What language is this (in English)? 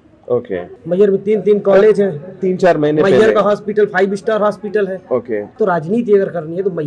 Hindi